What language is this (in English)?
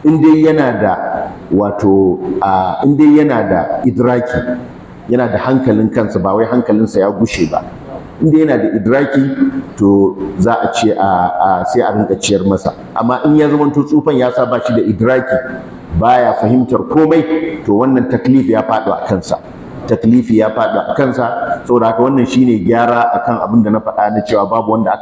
Hausa